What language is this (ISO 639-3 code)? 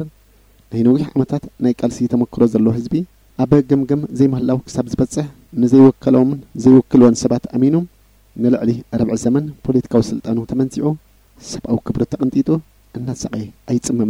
tir